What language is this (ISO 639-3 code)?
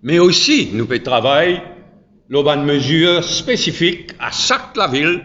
mfe